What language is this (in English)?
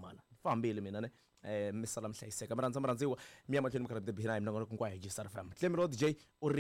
Tsonga